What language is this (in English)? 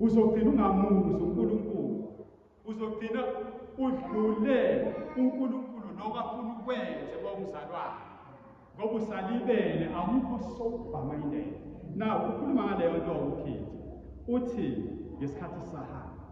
Zulu